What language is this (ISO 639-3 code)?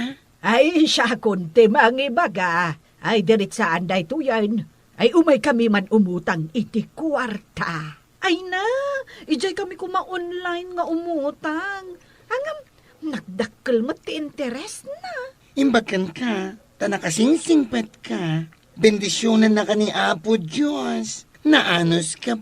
ilo